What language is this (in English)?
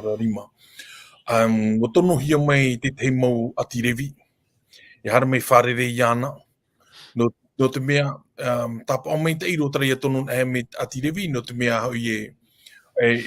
Tahitian